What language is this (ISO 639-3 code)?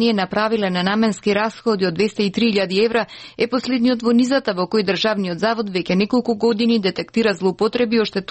mkd